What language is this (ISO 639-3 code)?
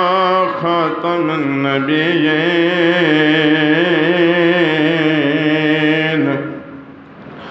urd